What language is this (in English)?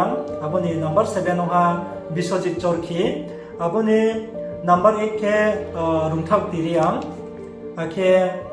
Riang (India)